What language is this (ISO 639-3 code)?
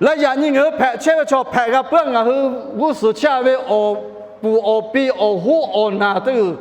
lhu